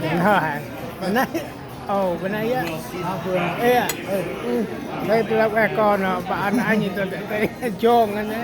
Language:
Central Mnong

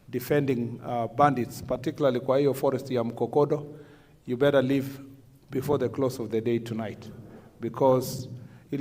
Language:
Meru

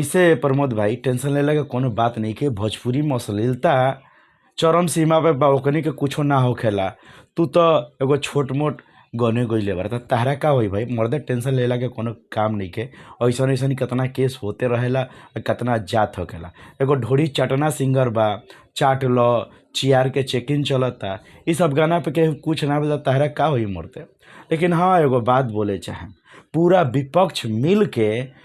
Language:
Bhojpuri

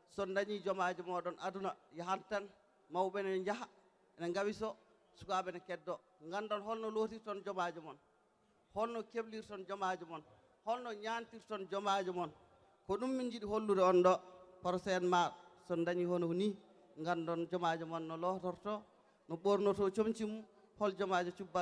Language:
Fula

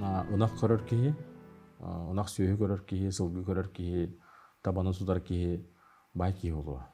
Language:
Yakut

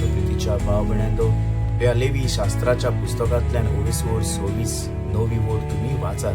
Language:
Konkani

